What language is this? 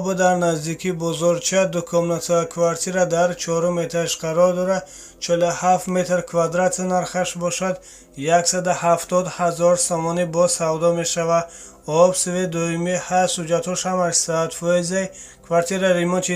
Tajik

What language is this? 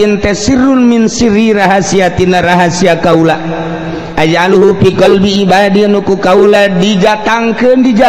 Sundanese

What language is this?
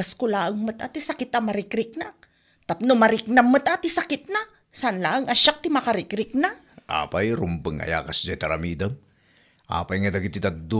Iloko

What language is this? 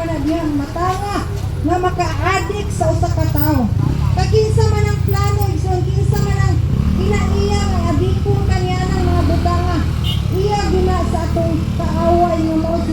Cebuano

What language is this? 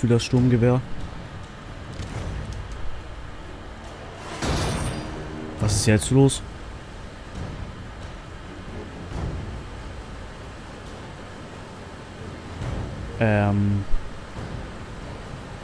German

